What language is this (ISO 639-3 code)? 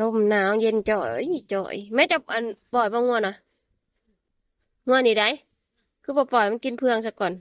tts